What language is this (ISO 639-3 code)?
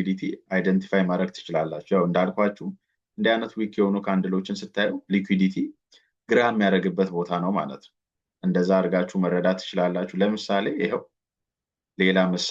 amh